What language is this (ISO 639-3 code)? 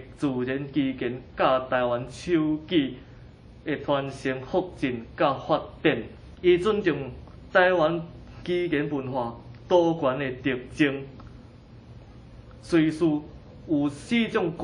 nan